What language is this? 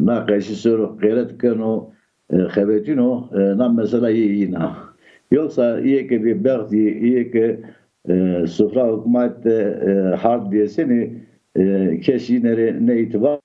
Zaza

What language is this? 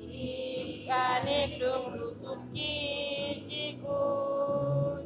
Poqomchi'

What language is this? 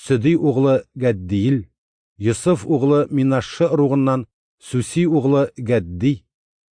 Tatar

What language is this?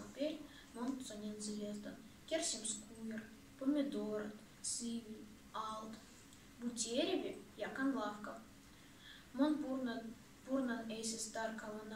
Erzya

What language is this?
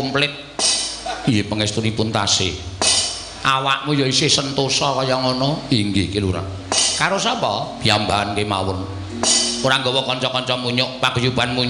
Javanese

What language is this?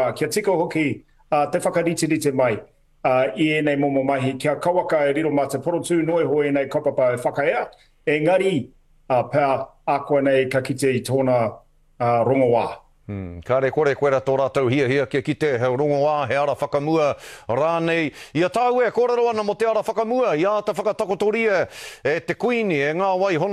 Māori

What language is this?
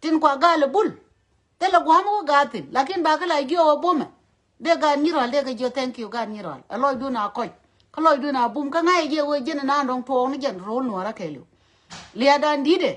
Nuer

